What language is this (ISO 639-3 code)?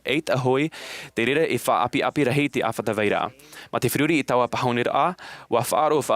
tah